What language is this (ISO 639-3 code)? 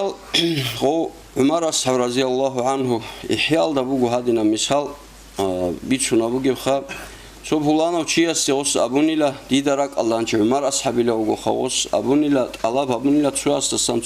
ava